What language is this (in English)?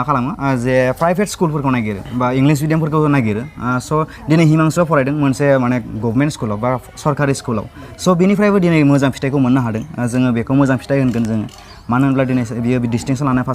Bodo